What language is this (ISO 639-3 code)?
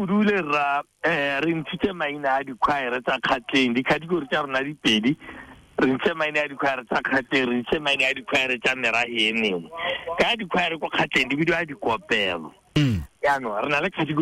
tsn